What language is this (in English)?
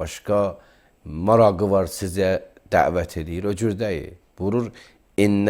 Azerbaijani